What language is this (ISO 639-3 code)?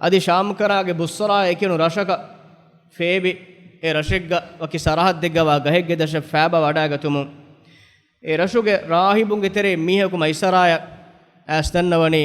div